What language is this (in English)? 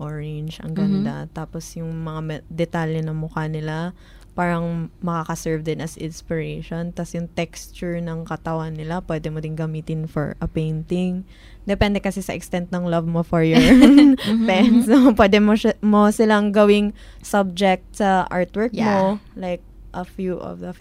Filipino